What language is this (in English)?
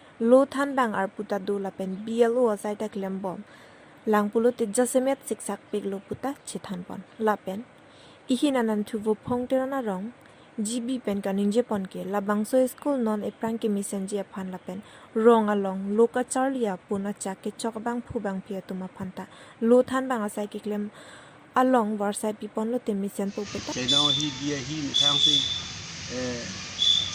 Karbi